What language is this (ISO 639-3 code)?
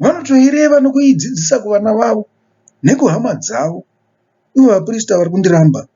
sna